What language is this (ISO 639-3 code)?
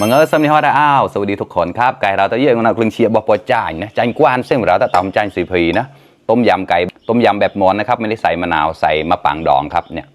mnw